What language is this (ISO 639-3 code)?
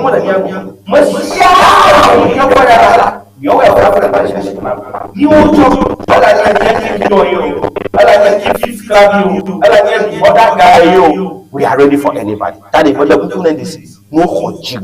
ewe